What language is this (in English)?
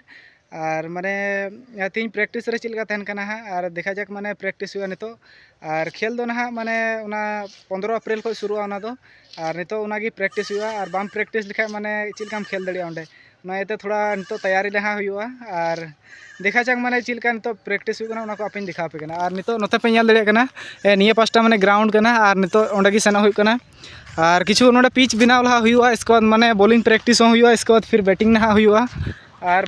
Santali